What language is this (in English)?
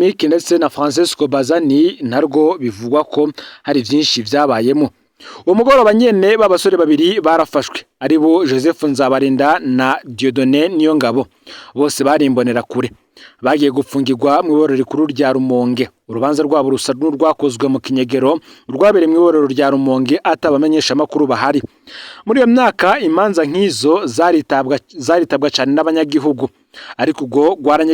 Rundi